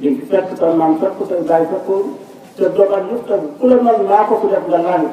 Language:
Wolof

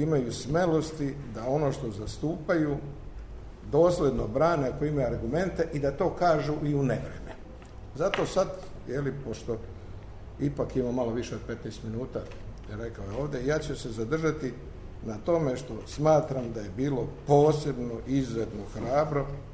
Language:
Serbian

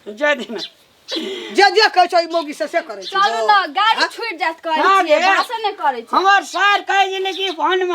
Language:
Maithili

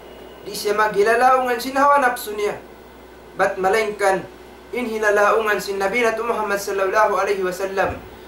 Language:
Tausug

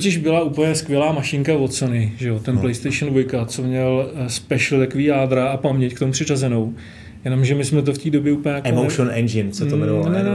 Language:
Czech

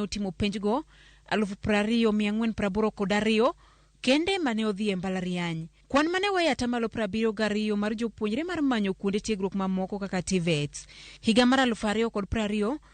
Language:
Luo (Kenya and Tanzania)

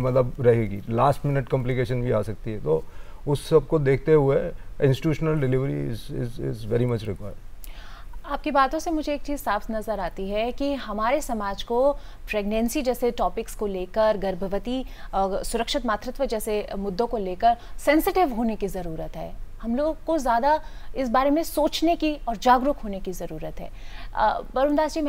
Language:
Hindi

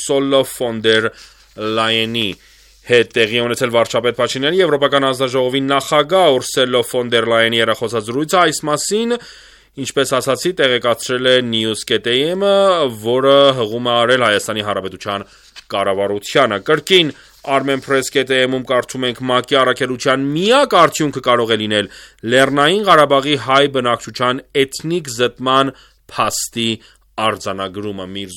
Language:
Armenian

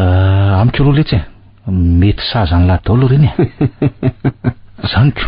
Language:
Malagasy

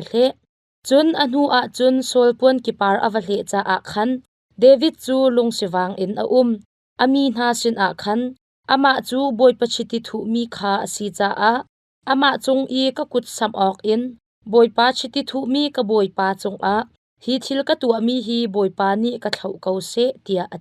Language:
Hakha Chin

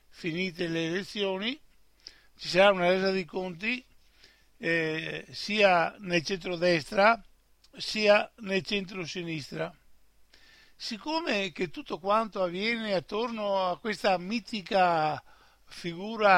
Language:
Italian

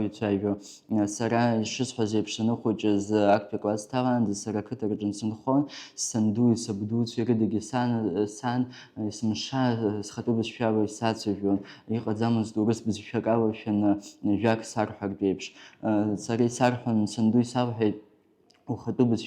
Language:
Abkhazian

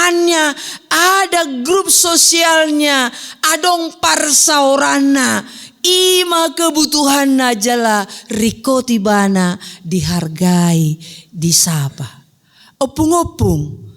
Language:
Batak Toba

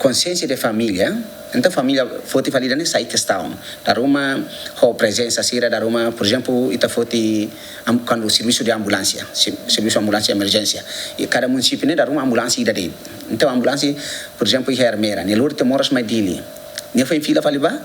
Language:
Tetum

